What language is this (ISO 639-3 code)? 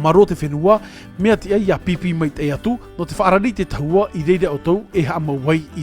tah